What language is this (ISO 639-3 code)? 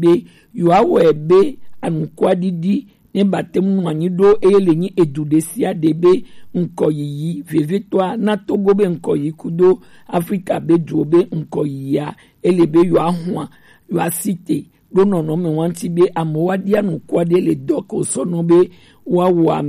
gej